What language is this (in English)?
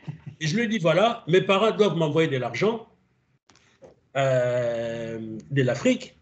French